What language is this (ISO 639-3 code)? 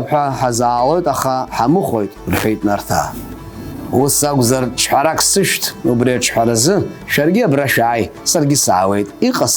abk